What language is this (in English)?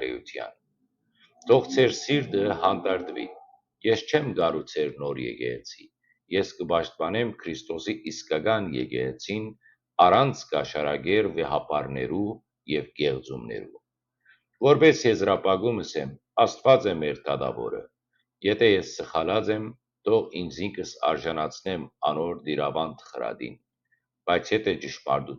Western Armenian